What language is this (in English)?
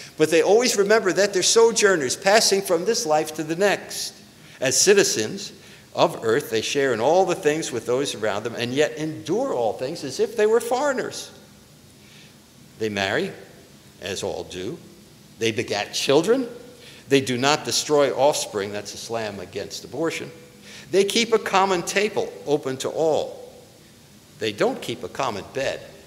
English